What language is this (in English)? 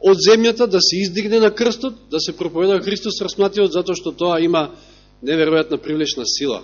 Macedonian